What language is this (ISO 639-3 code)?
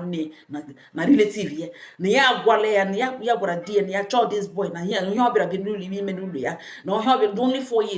ibo